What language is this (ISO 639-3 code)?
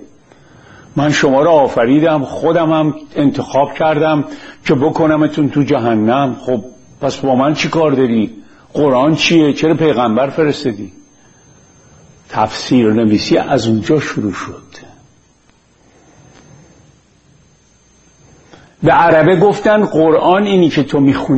fas